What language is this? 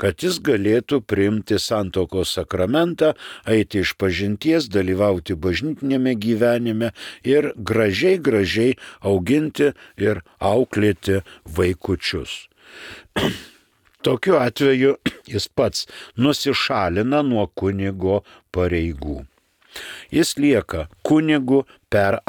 Lithuanian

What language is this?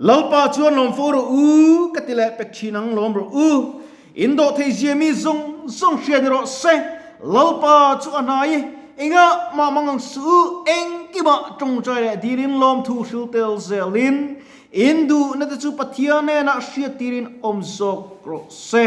Mizo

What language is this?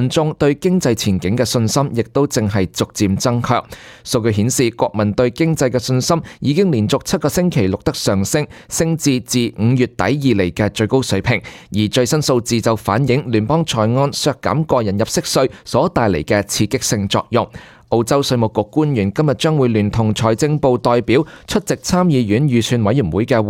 Cantonese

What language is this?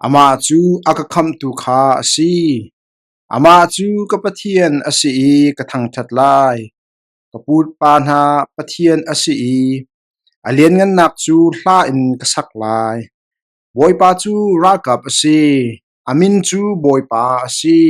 Hakha Chin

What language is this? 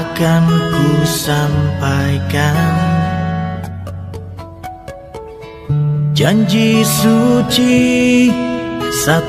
Indonesian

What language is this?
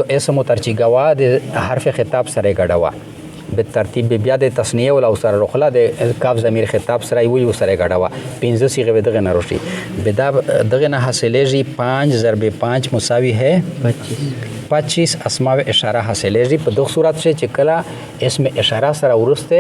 Pashto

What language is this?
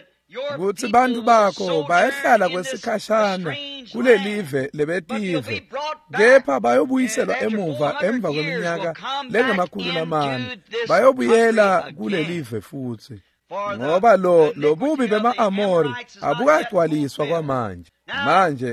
Swati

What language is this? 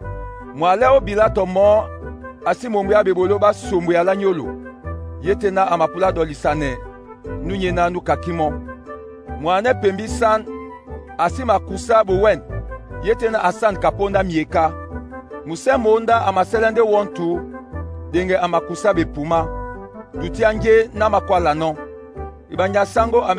Duala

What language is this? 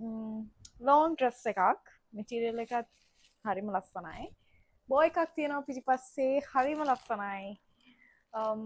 Sinhala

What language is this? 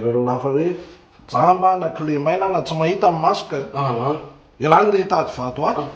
Malagasy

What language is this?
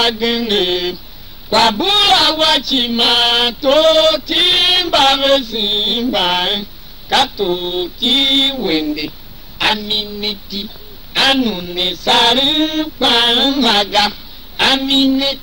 Tiv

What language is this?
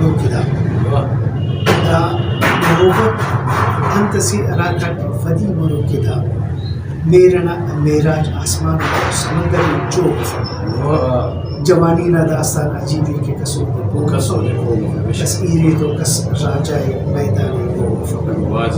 Brahui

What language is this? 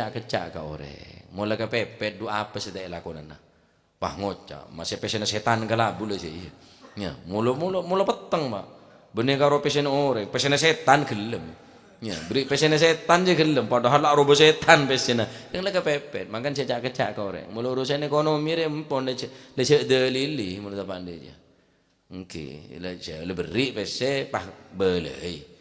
Madurese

